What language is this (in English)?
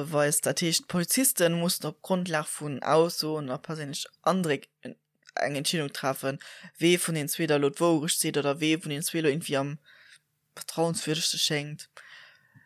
Luxembourgish